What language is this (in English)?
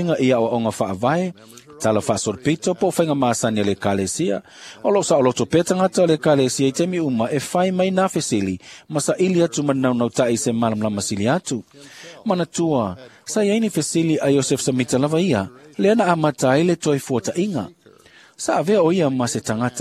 Samoan